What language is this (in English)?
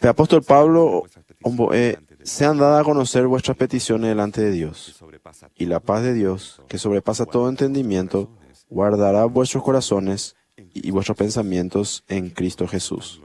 Guarani